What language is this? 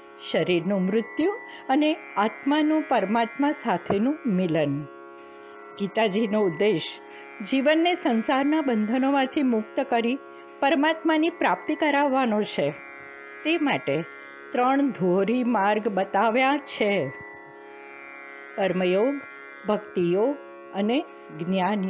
Gujarati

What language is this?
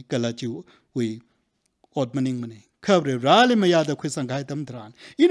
Tangkhul Naga (India)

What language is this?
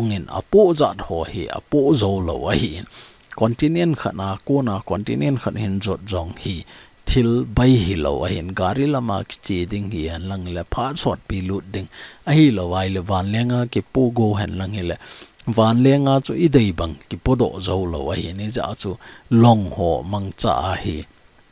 Thado Chin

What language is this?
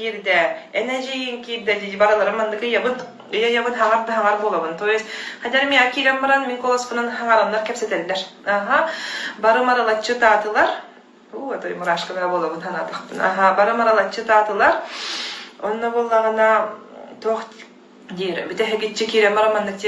Yakut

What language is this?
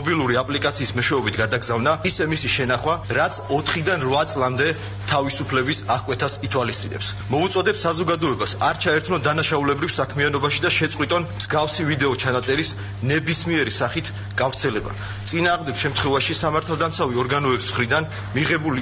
Georgian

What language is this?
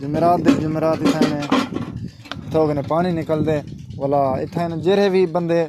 Saraiki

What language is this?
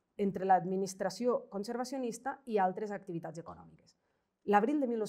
Catalan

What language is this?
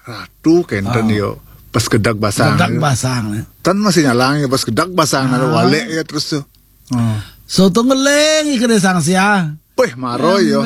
Balinese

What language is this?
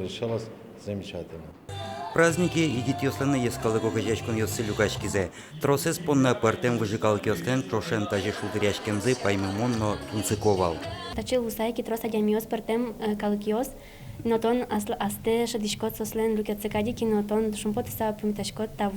Udmurt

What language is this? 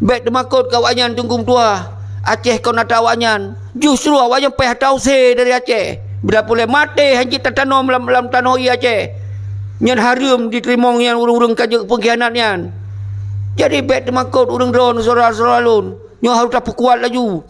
Achinese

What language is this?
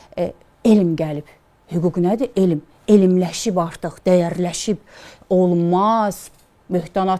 Azerbaijani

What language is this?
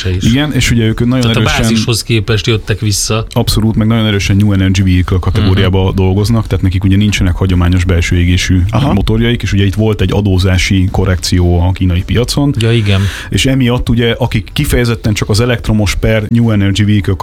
Hungarian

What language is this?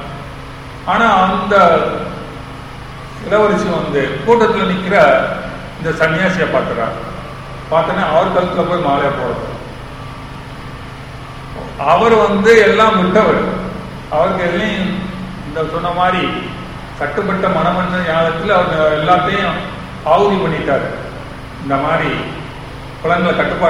Tamil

